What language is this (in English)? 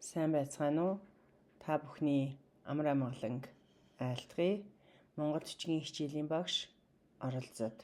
Mongolian